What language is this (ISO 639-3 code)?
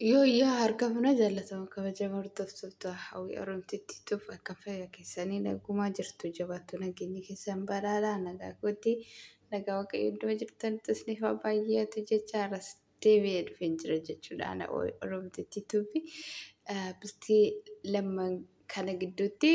orm